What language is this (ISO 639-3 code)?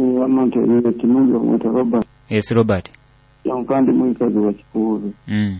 nyo